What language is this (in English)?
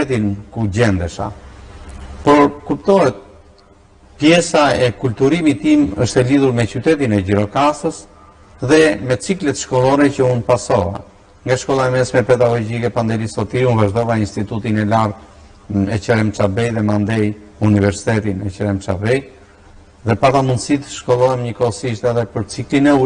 Albanian